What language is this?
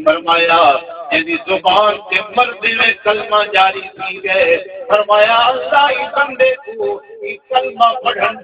Saraiki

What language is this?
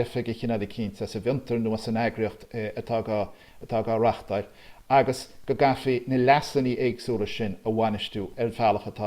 Irish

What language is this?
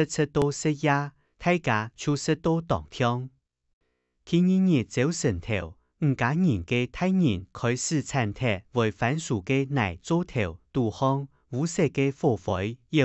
Hakka Chinese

